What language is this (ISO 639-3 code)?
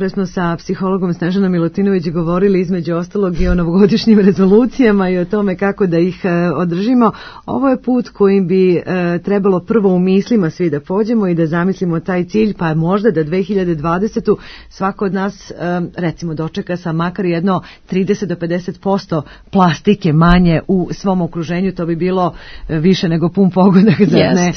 srp